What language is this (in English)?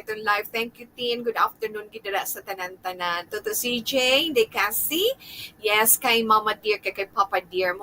Hiligaynon